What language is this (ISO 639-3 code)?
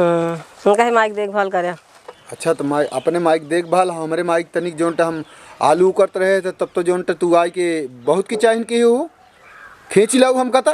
awa